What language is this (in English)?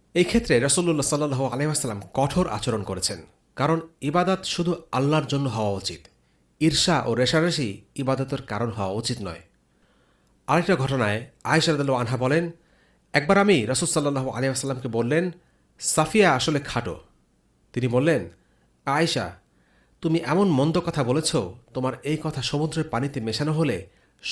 Bangla